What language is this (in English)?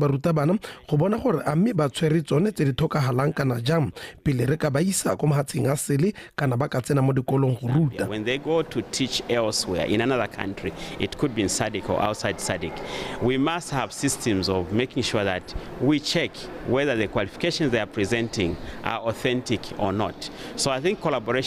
Tswana